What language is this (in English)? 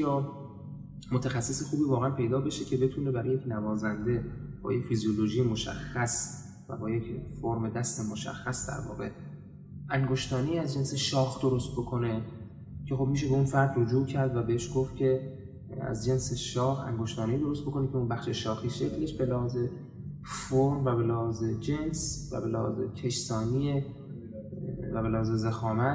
Persian